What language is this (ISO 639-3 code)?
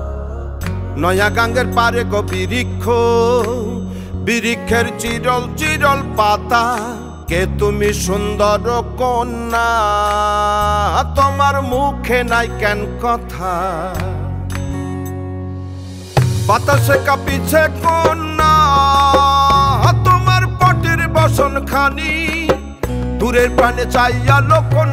ben